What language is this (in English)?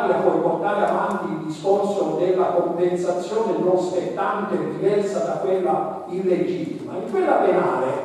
Italian